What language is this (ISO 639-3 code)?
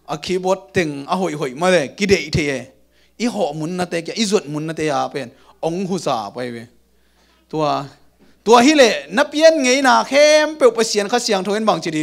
ctd